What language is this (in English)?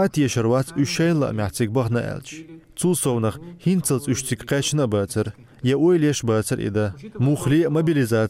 Chechen